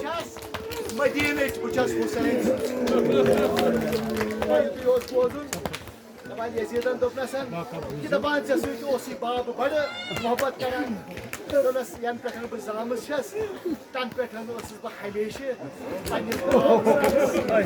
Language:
Kashmiri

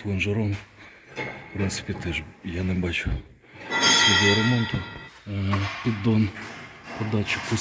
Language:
Ukrainian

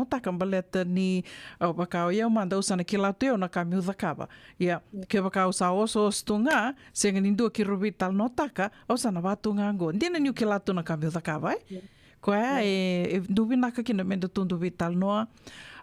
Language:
Fijian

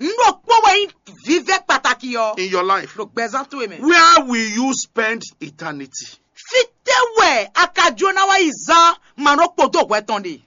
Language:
Fon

